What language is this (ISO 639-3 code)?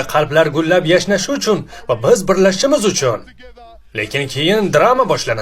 uzb